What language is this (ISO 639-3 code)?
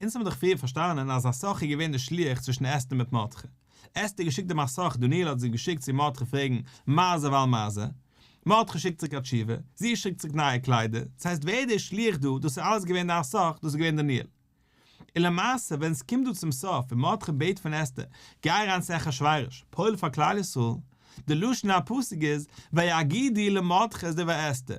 yid